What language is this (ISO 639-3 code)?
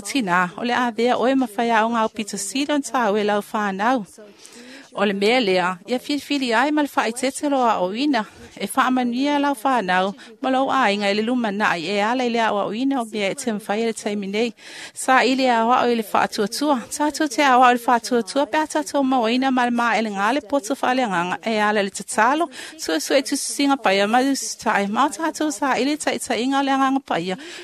smo